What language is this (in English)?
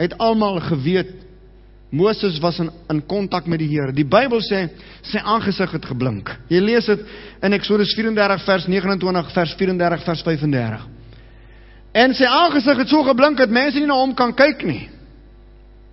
Afrikaans